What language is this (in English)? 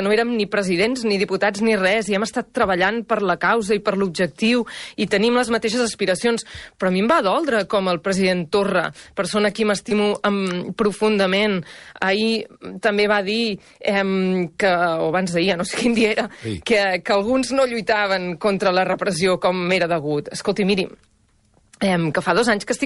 Catalan